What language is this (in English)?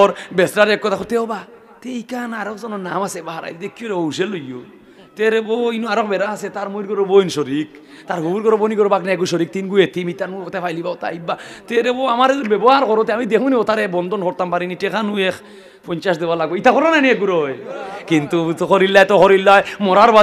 Sylheti